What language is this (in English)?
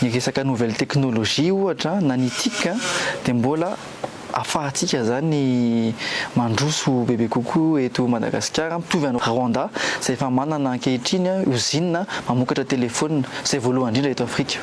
Malagasy